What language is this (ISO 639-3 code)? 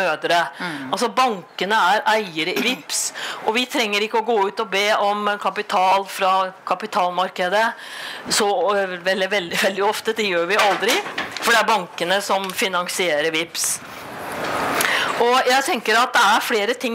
nor